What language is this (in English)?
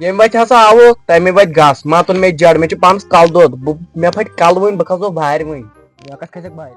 Kashmiri